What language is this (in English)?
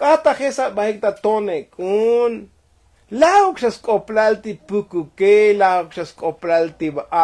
Tzotzil